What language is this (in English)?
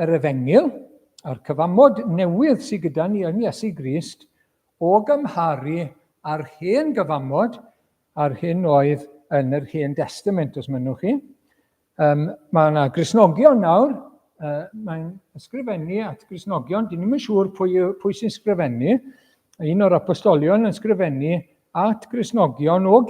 Welsh